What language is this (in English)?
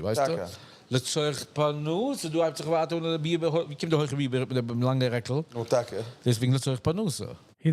Yiddish